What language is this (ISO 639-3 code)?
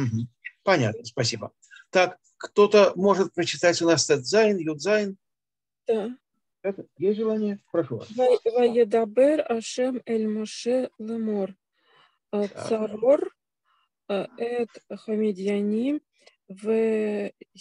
rus